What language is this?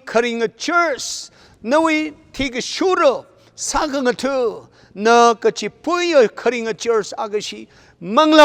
Tangkhul Naga (India)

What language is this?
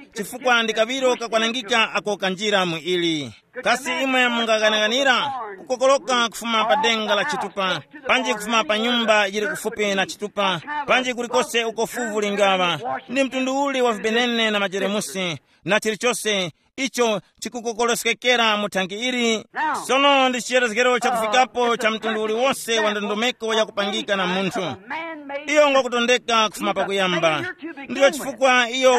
Tumbuka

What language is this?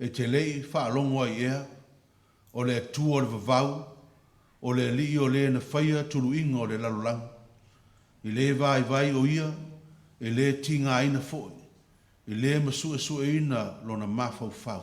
Samoan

